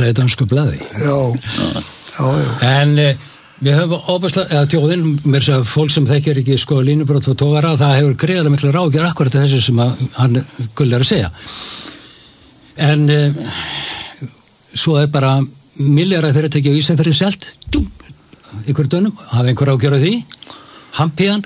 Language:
Icelandic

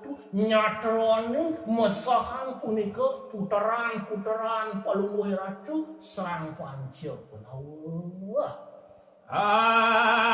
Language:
Balinese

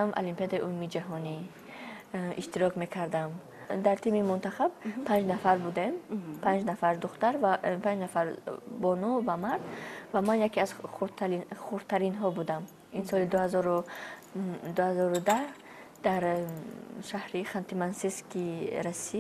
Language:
Tajik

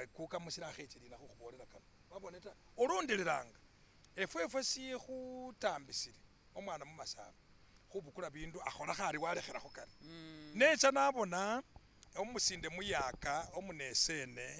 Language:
Masaaba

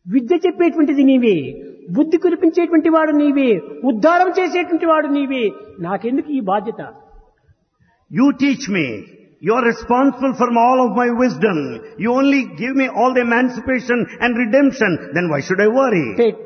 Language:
Telugu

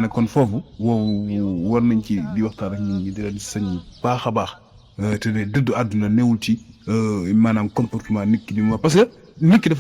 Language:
Wolof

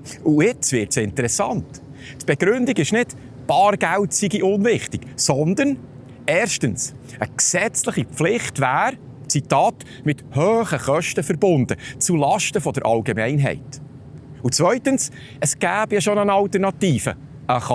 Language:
Swiss German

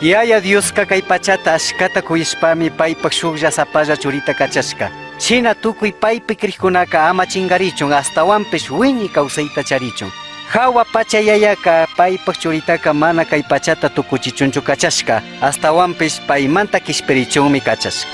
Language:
Chimborazo Highland Quichua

